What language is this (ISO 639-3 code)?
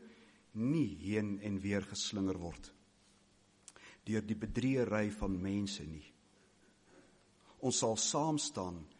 afr